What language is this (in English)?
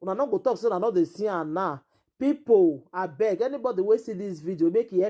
Nigerian Pidgin